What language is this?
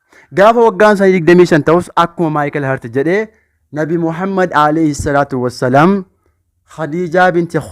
Oromo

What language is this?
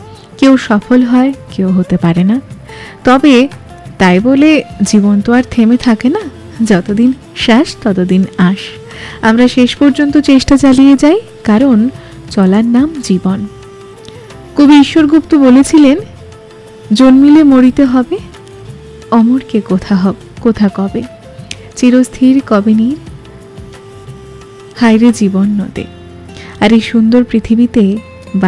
Bangla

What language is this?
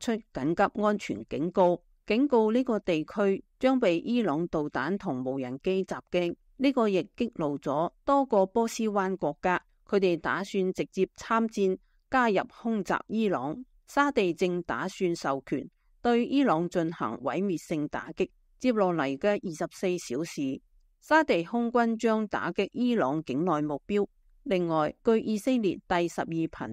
Cantonese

